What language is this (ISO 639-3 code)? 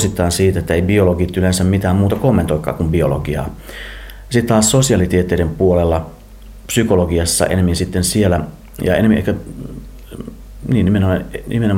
fin